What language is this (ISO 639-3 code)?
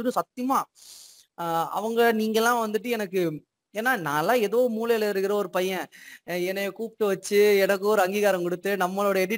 tam